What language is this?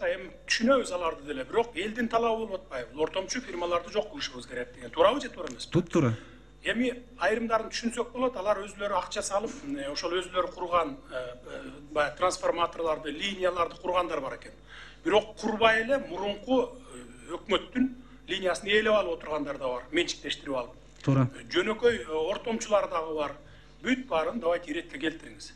Kyrgyz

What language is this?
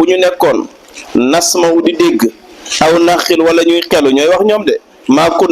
Wolof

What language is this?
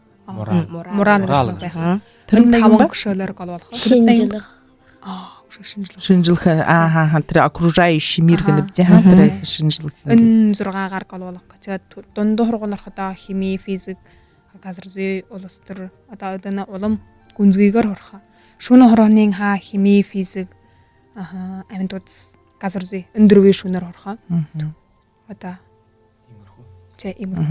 Buriat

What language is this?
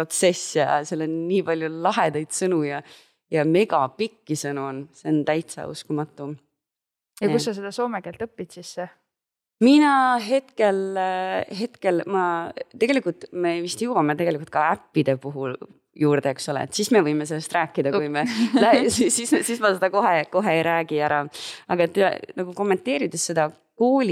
Estonian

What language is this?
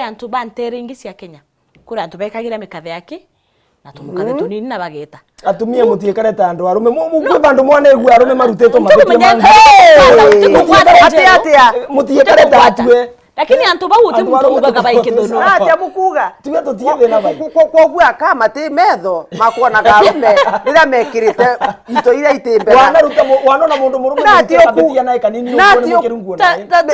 Meru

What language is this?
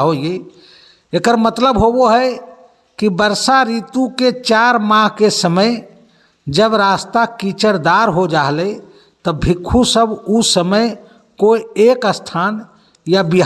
Magahi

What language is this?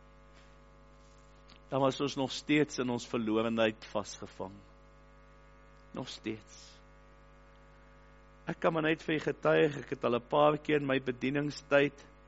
Afrikaans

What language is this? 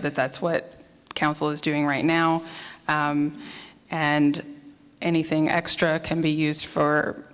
English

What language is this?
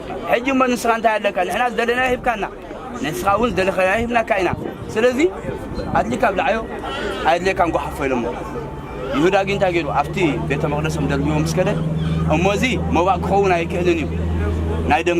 Tigrinya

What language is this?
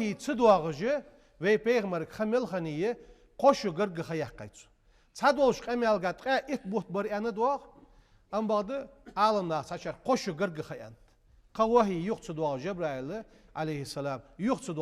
Ingush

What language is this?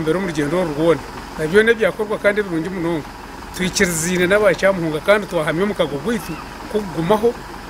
Nyankole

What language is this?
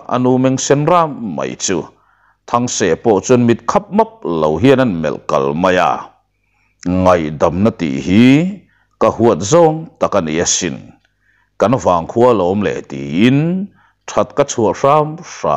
Mizo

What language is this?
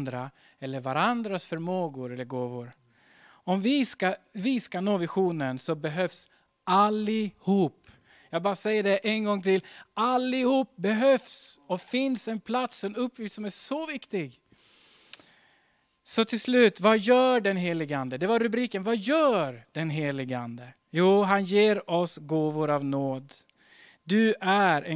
Swedish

